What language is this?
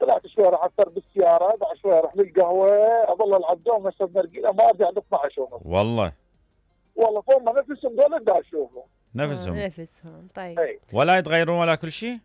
Mesopotamian Arabic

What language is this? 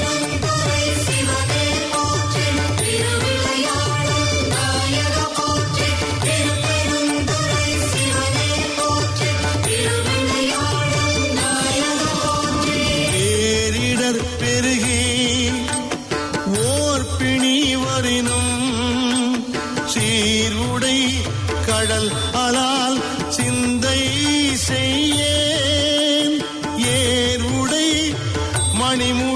Tamil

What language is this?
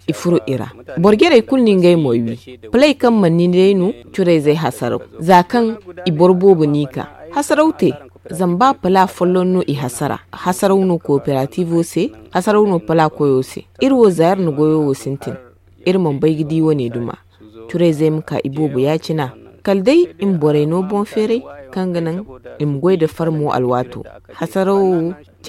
Zarma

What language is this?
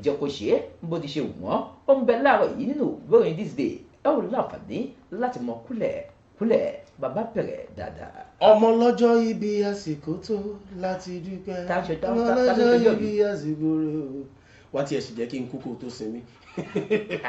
Yoruba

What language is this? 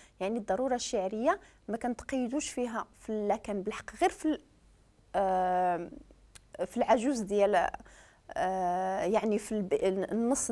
Moroccan Arabic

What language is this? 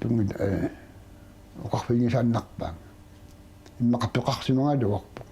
Kalaallisut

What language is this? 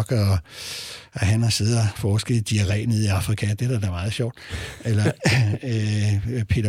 Danish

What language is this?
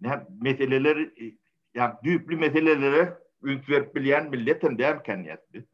Turkmen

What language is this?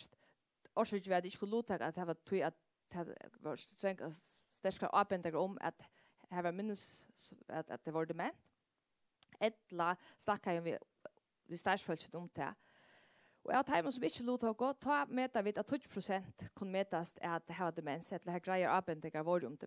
Faroese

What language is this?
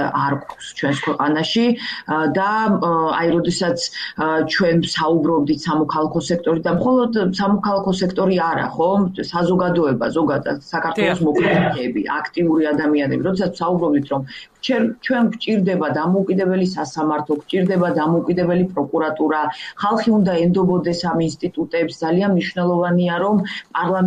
Georgian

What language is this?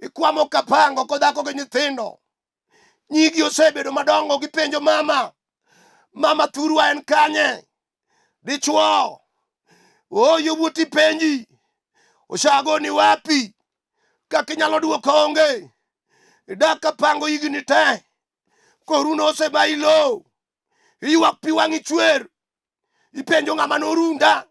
Luo (Kenya and Tanzania)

